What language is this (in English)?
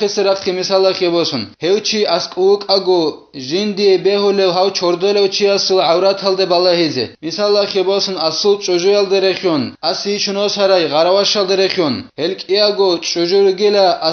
Avaric